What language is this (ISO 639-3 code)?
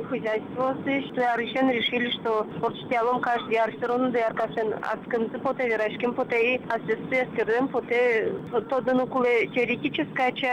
udm